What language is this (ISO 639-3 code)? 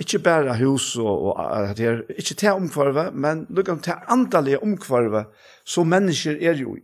fao